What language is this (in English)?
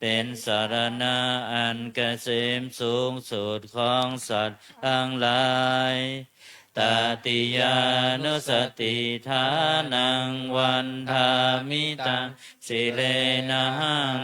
Pali